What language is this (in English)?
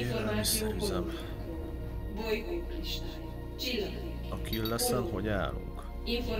Hungarian